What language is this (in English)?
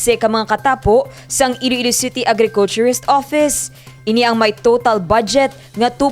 Hiligaynon